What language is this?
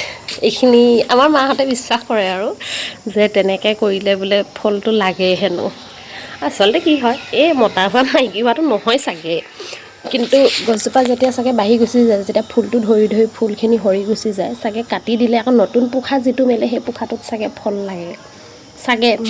Assamese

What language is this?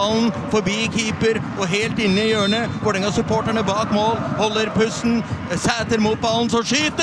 Norwegian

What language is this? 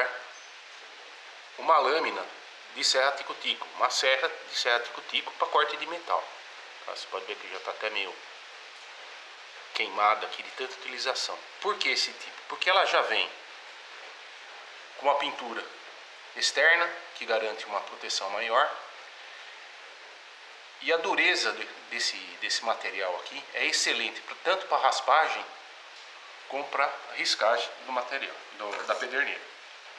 Portuguese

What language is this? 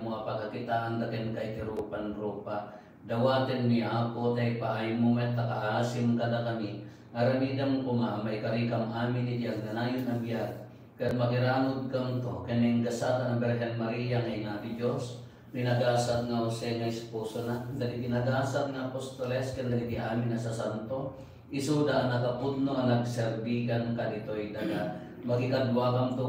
Iloko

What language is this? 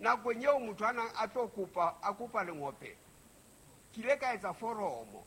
Southern Sotho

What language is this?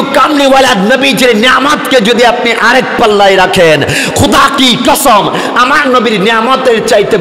Bangla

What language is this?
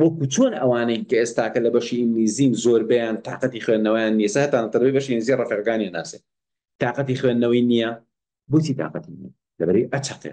Central Kurdish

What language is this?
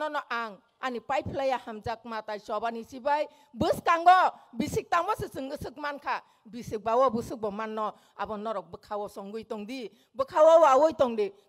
Kok Borok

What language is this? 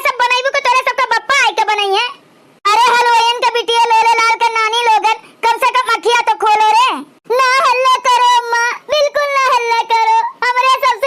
Awadhi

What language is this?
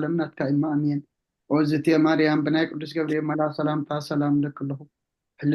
Tigrinya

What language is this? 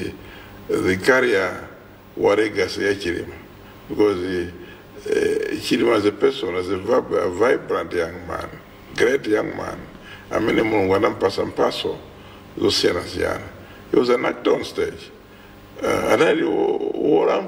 Nyanja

